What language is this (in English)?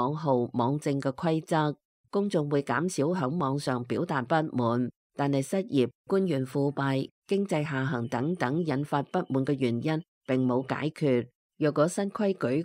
Cantonese